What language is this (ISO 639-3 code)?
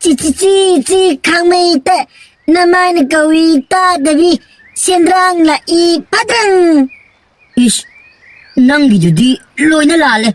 mni